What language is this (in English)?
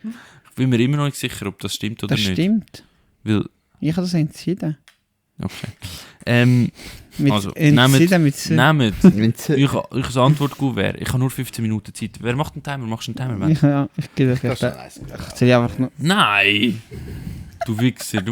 Swiss German